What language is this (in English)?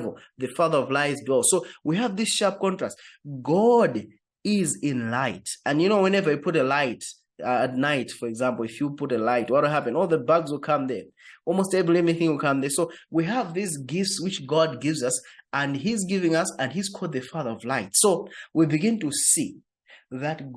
English